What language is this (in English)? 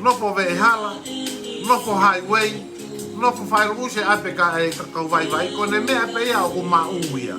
Tongan